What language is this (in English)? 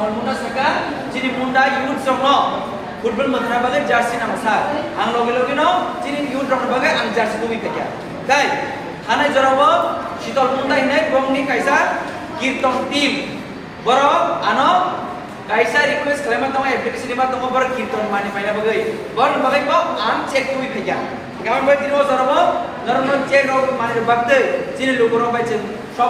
Kok Borok